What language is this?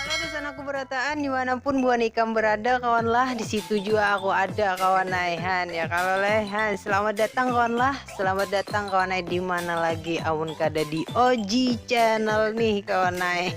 Banjar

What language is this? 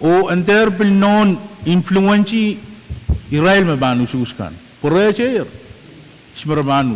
Pohnpeian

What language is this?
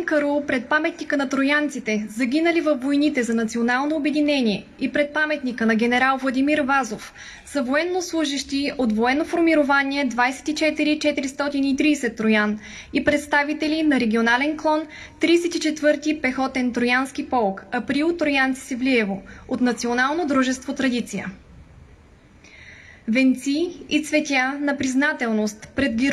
Bulgarian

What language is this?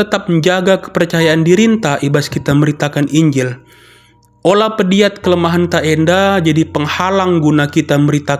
Batak Karo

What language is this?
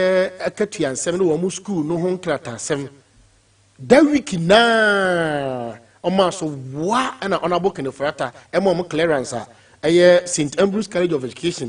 Akan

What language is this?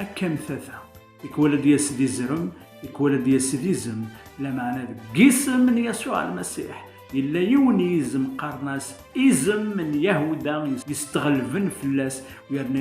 Kabyle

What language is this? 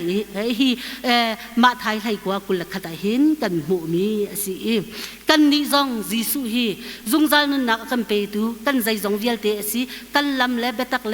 Hakha Chin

